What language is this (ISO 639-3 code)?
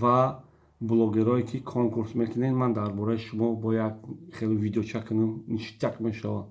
tgk